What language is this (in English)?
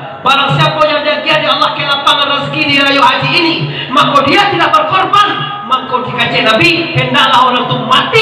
Minangkabau